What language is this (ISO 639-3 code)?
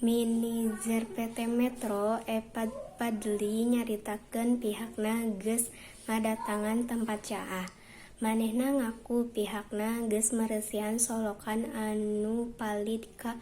sun